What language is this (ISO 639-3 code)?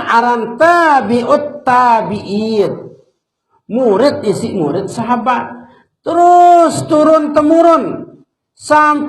sas